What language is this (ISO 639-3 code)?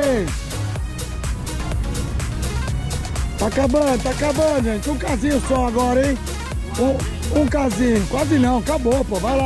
por